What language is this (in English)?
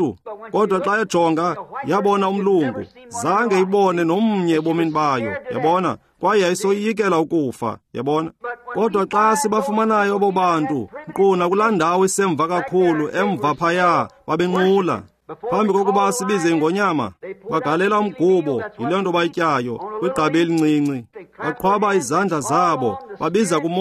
Xhosa